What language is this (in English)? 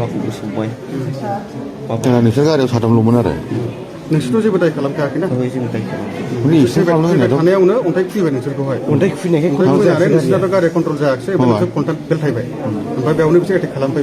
Bodo